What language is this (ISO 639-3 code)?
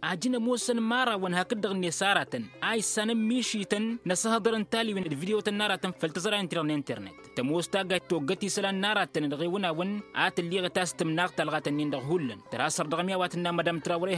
taq